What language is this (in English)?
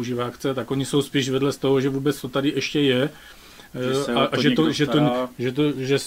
Czech